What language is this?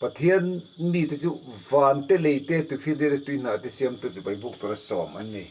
Mizo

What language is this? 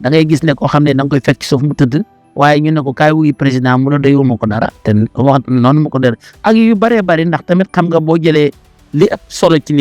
Wolof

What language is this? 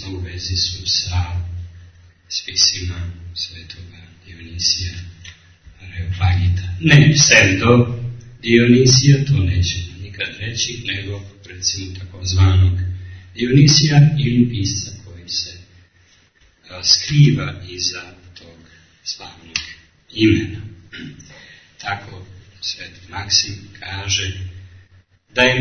Serbian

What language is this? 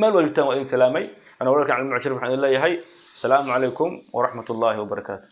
Somali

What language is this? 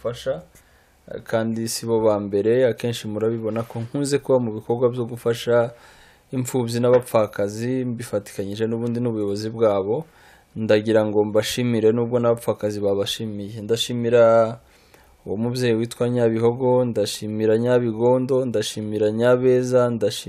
Kinyarwanda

